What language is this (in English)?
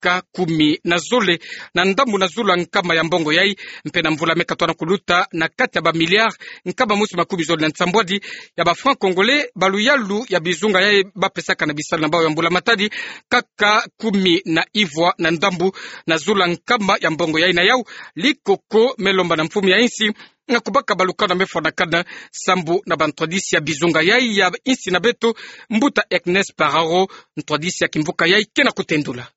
Kituba (Democratic Republic of Congo)